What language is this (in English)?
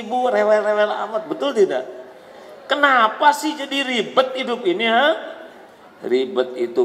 Indonesian